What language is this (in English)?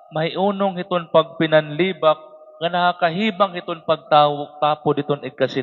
Waray